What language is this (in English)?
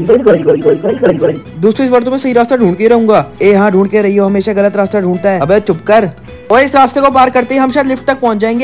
Hindi